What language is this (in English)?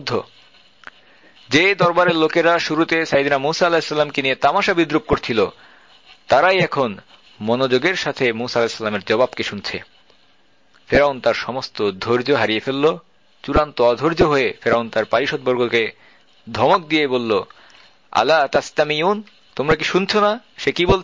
Bangla